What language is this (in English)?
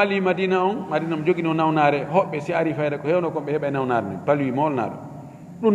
Fula